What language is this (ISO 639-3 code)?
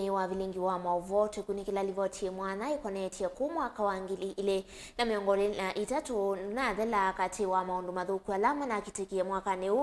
kam